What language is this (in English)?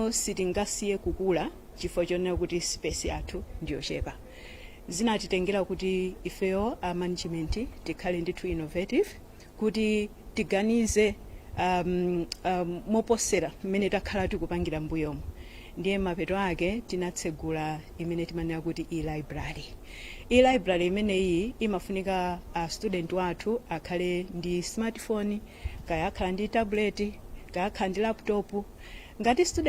Nyanja